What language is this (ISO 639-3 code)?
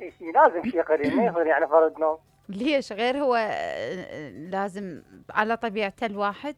acm